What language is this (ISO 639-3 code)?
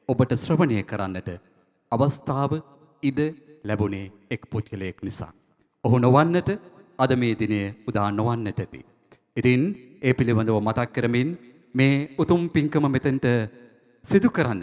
sin